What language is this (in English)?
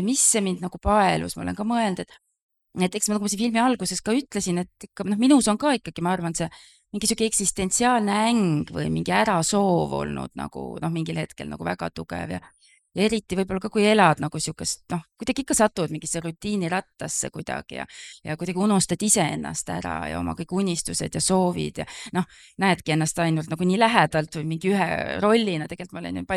Estonian